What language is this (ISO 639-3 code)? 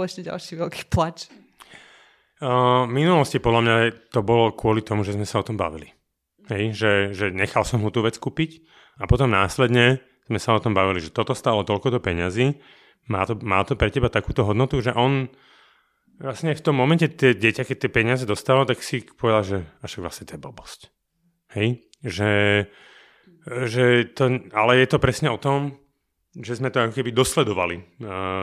slk